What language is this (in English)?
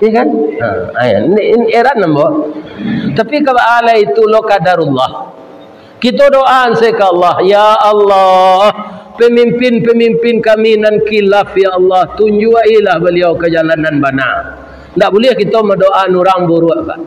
Minangkabau